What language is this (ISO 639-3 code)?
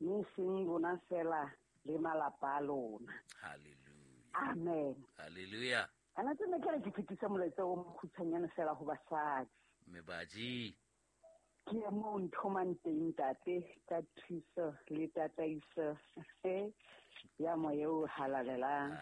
sot